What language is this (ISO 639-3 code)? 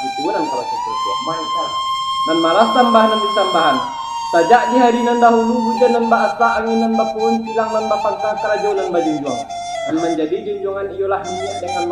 min